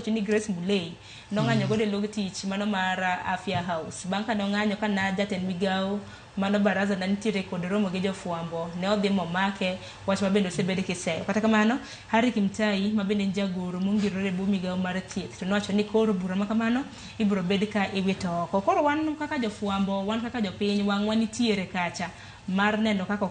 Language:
Luo (Kenya and Tanzania)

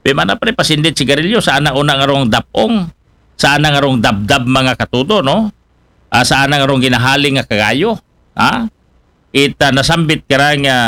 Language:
Aklanon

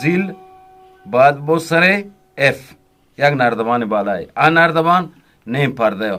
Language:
Eastern Balochi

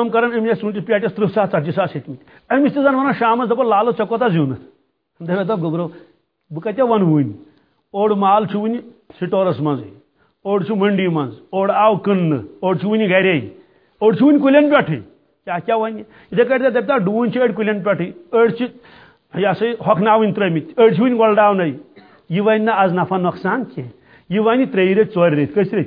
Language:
Kashmiri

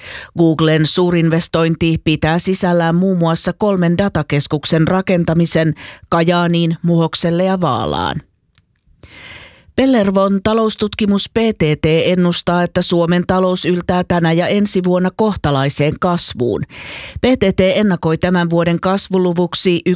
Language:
Finnish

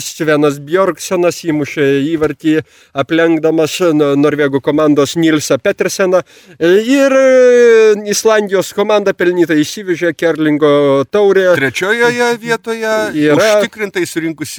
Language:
Lithuanian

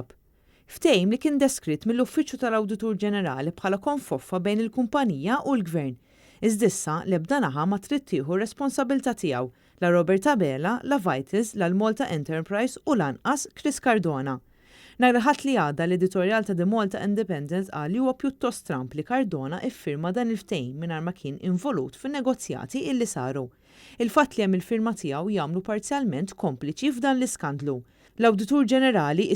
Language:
Maltese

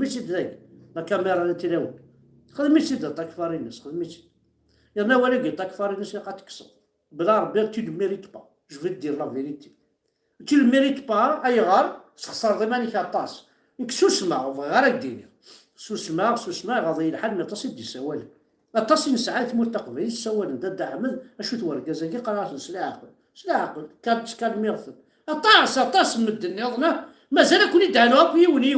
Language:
Kabyle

